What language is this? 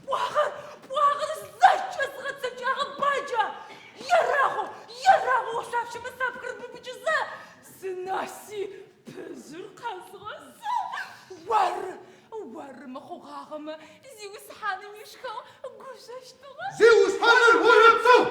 Adyghe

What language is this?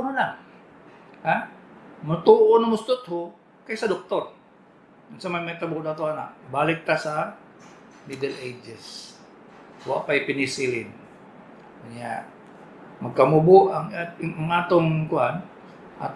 Cebuano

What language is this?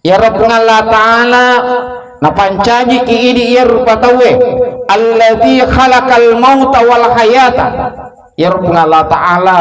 Buginese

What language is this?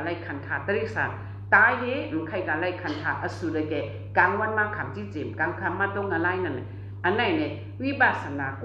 Shan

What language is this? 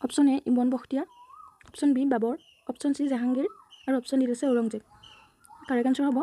Assamese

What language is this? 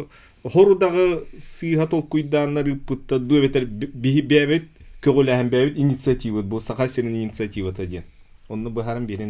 Yakut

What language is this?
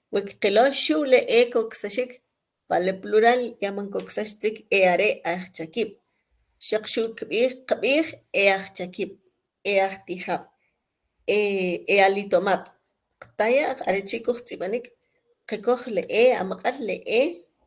Kʼicheʼ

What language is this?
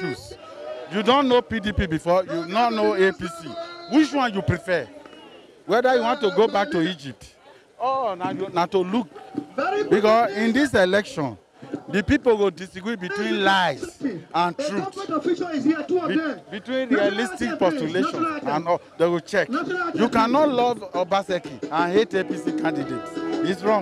Nigerian Pidgin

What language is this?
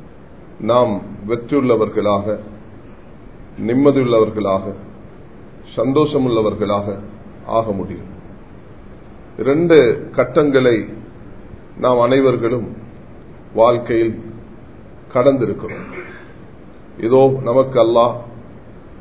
Tamil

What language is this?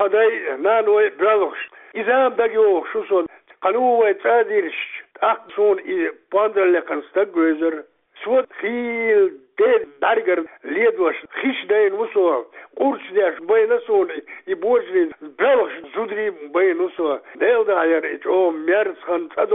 Chechen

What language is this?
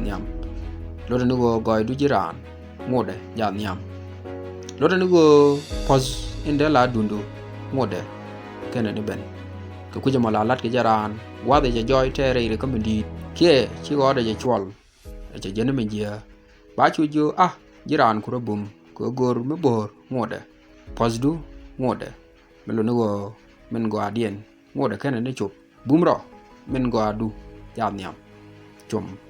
Nuer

